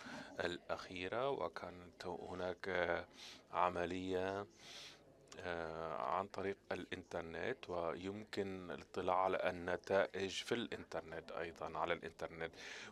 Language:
Arabic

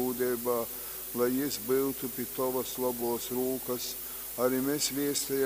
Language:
Latgalian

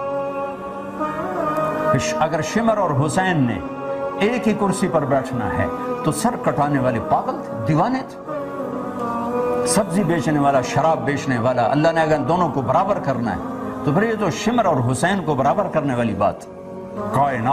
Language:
Urdu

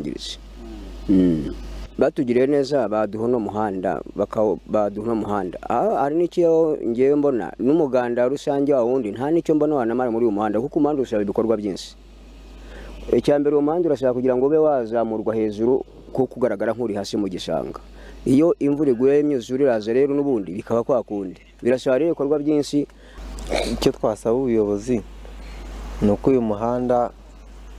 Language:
Kinyarwanda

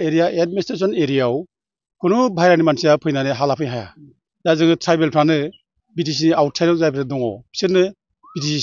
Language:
Bodo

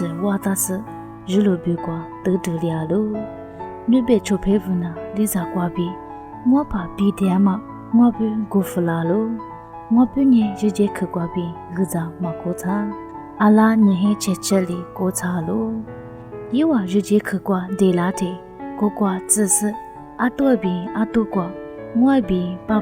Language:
Lisu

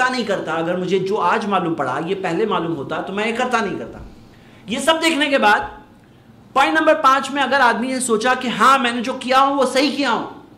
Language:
Urdu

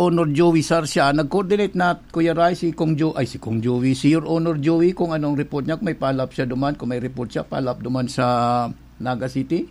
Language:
Bikol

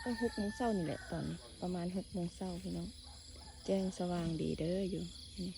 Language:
Lao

